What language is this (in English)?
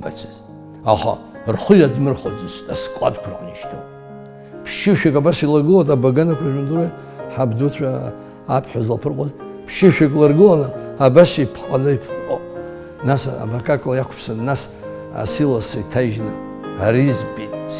Abkhazian